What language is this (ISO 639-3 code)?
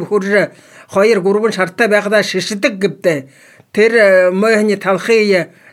mon